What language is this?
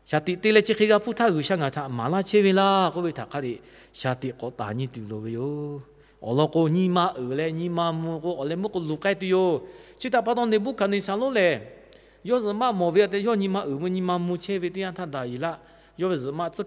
Lahu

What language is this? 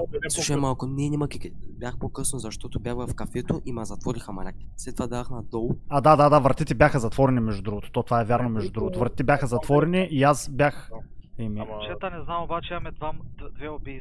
Bulgarian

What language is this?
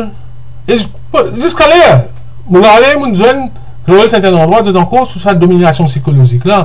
Morisyen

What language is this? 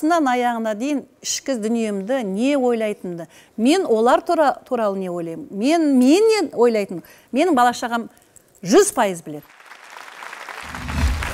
Kazakh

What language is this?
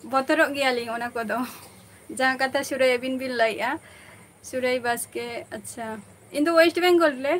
Santali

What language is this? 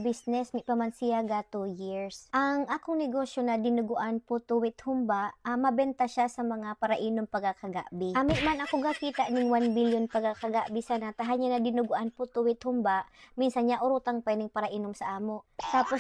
Bikol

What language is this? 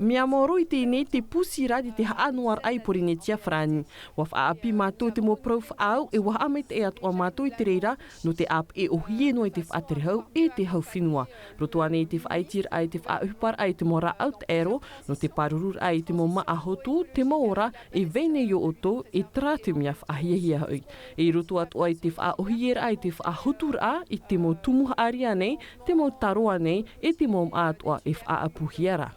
Tahitian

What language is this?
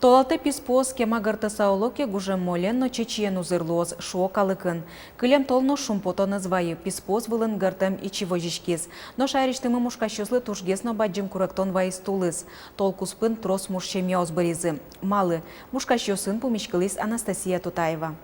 Udmurt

